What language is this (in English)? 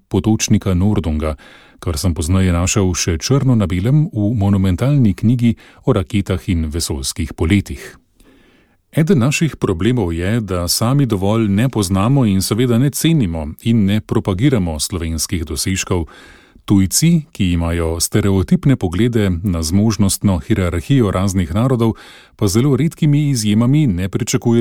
Slovenian